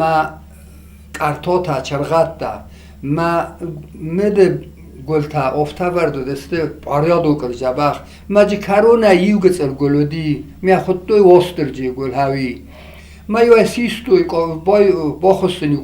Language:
Ossetic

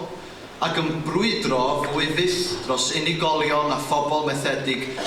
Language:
Welsh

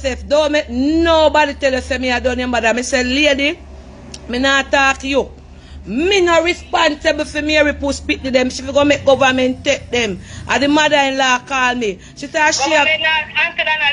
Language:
Jamaican Creole English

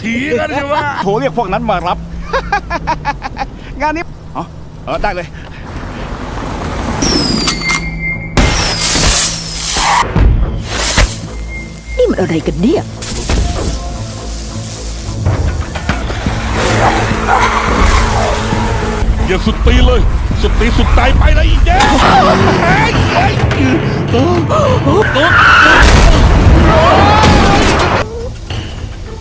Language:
Thai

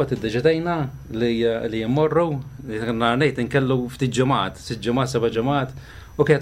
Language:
Maltese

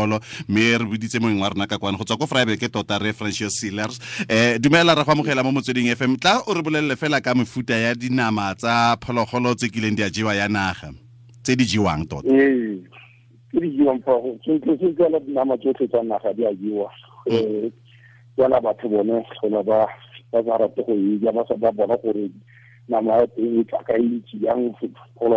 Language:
Tswana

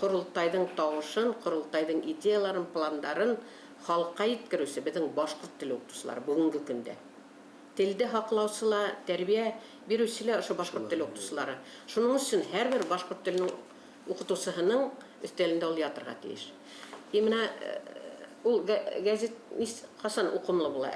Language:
Bashkir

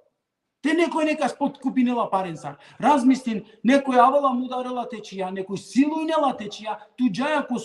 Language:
Balkan Romani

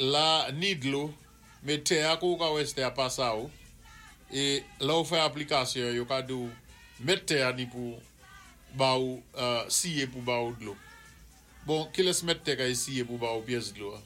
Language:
Saint Lucian Creole French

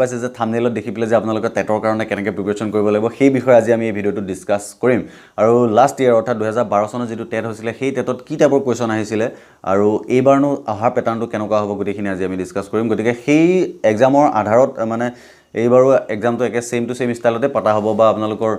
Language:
Assamese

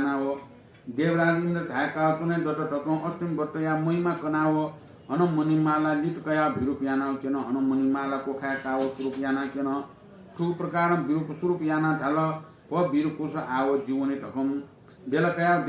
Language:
Newari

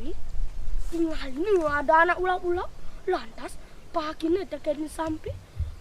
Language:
Balinese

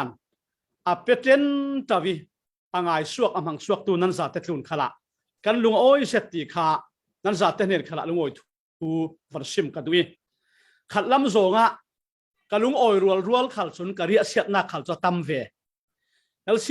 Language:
Falam Chin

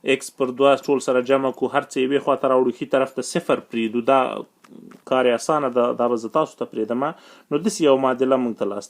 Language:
Pashto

